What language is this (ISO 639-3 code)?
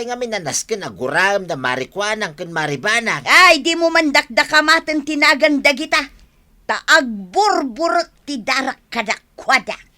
ilo